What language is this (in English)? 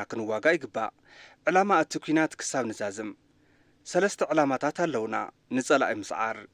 Tigrinya